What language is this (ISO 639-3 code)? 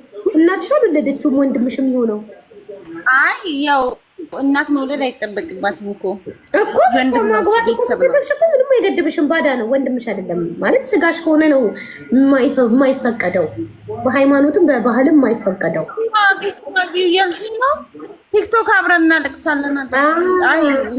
amh